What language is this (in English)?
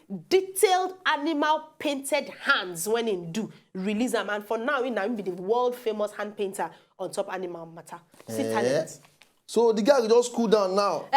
Nigerian Pidgin